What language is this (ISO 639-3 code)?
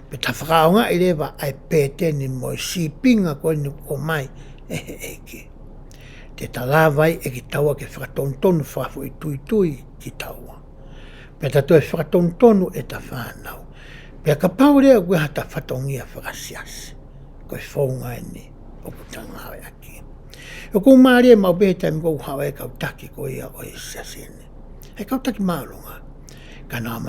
ton